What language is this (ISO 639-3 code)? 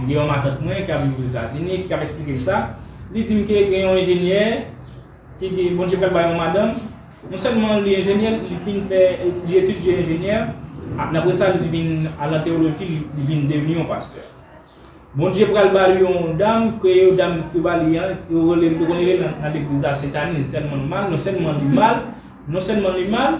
hat